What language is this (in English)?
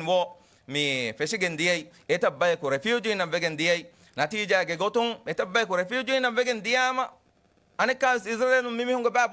Divehi